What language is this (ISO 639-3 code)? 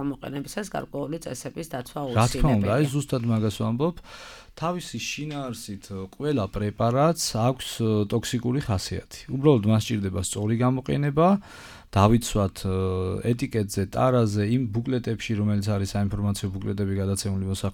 kat